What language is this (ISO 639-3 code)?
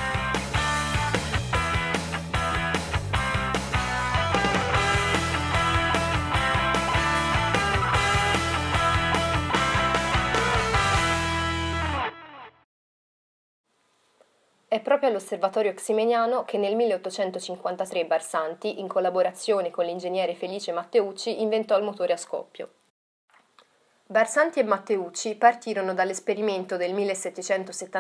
ita